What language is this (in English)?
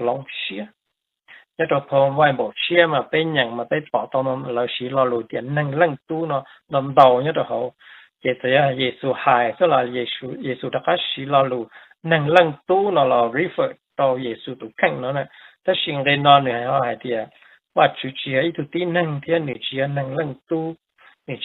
Hmong